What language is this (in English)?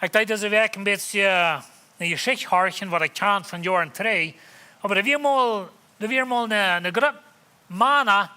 Plautdietsch